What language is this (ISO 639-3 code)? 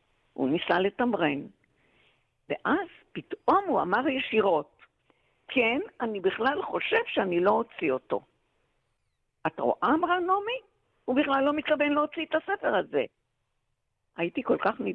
heb